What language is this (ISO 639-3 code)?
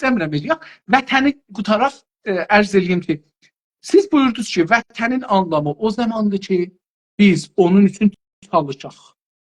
azb